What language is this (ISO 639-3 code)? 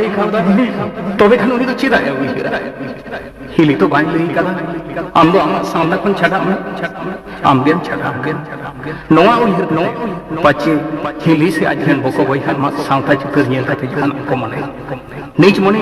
sat